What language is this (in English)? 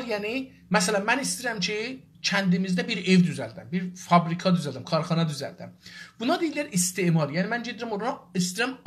South Azerbaijani